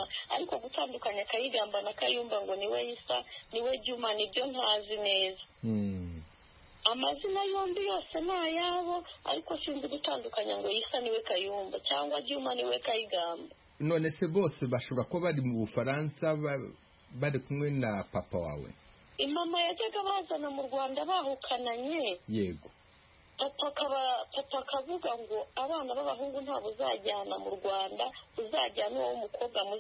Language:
Kinyarwanda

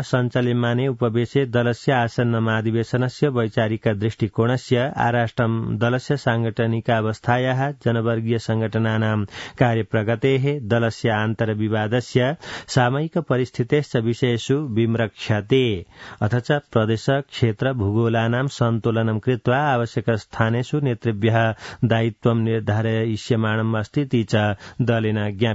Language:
Sanskrit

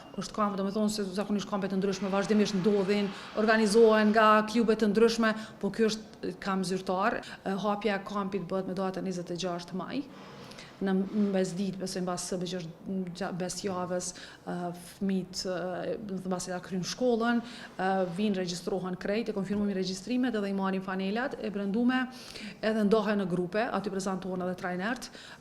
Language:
Albanian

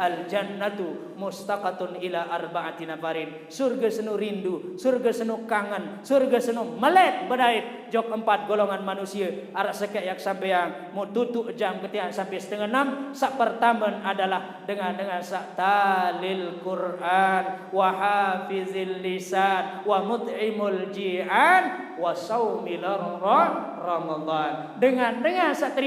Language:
Sasak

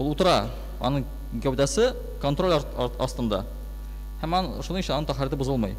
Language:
Tatar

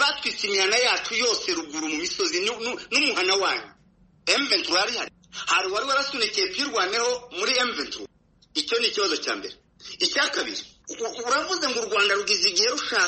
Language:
Kinyarwanda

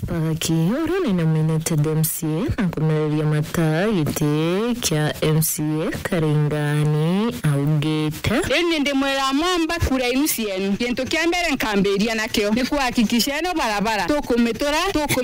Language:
Meru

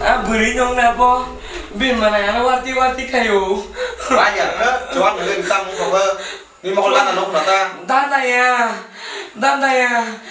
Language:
Kok Borok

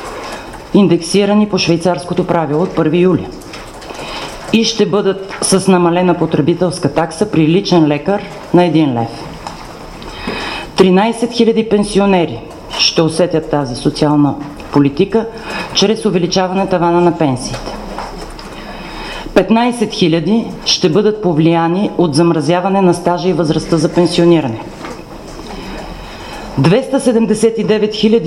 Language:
Bulgarian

